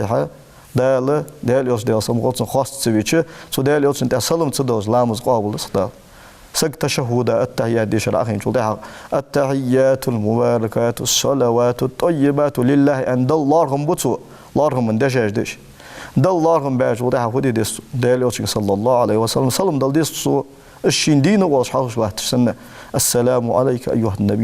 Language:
Ingush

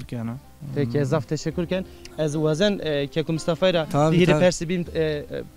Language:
Zaza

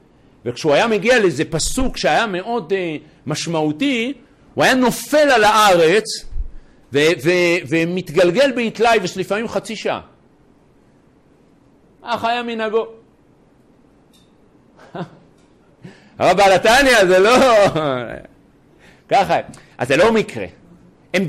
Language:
Hebrew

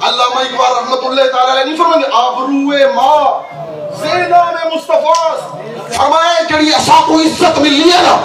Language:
Saraiki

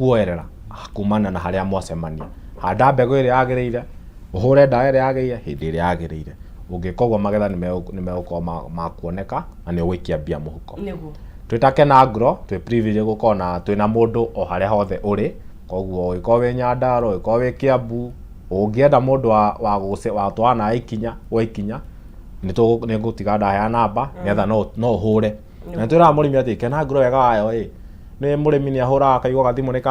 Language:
Kikuyu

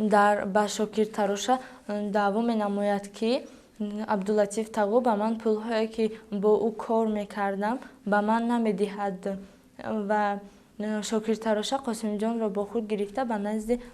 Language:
Tajik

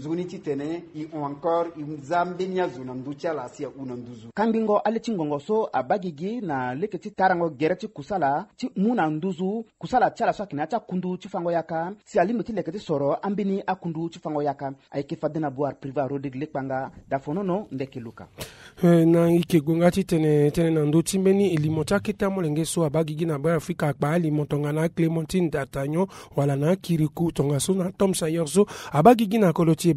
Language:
Sango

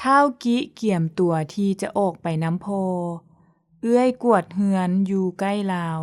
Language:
Lao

